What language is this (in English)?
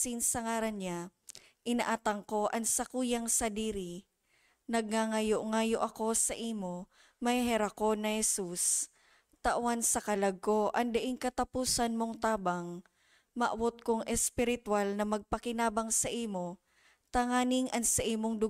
Bikol